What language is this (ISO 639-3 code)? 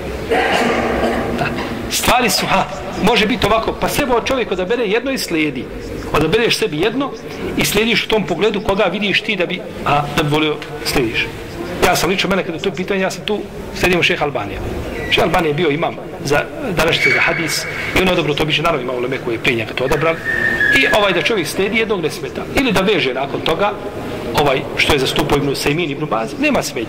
bos